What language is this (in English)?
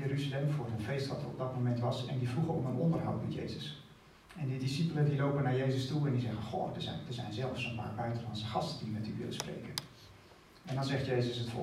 Dutch